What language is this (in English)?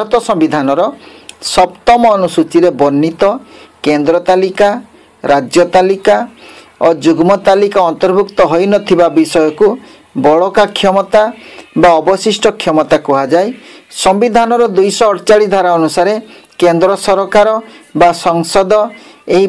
Odia